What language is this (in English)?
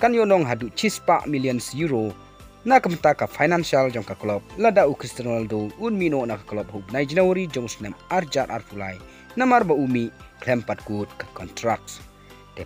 Khasi